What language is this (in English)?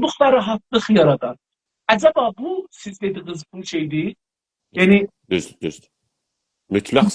South Azerbaijani